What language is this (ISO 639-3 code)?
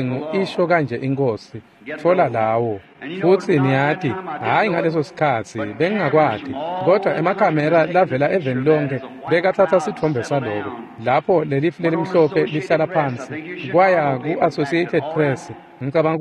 ssw